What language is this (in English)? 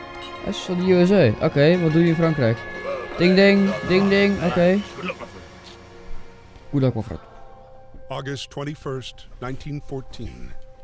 Dutch